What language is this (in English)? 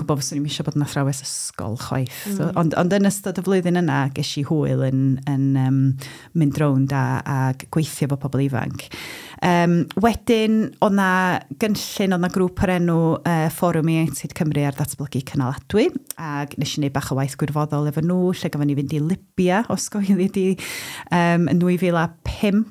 Welsh